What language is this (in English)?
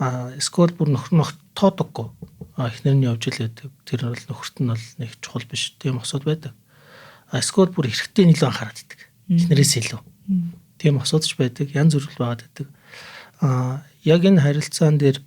Mongolian